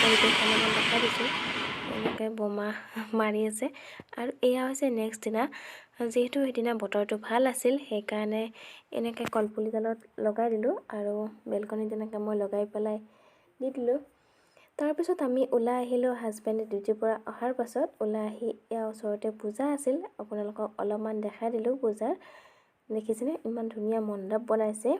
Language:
Assamese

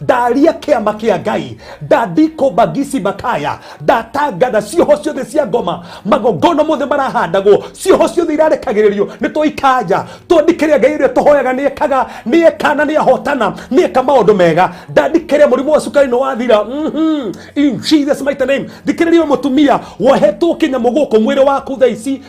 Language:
Kikuyu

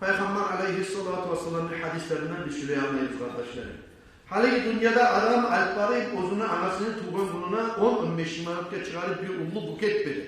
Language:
Kumyk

